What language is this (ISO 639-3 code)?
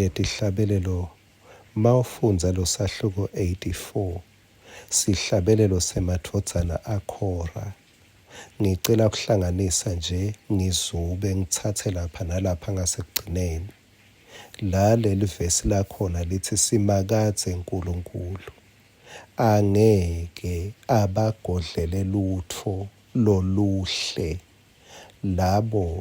ssw